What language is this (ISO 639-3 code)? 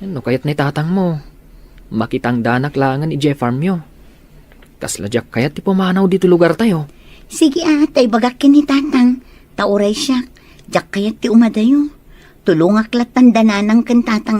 ilo